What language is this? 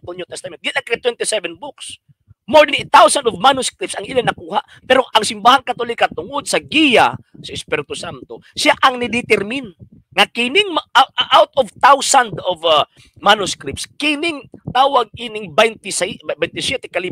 Cebuano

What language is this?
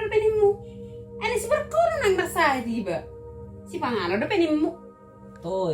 Batak Toba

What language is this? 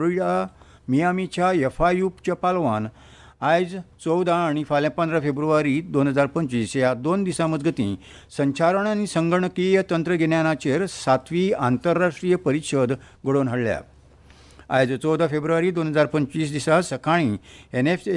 Konkani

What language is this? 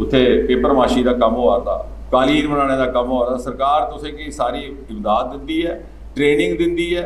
Dogri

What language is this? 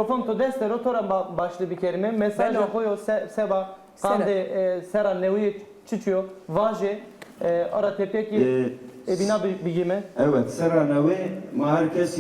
Zaza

